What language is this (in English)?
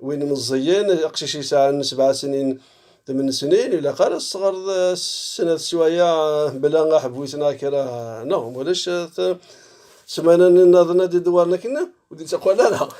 Kabyle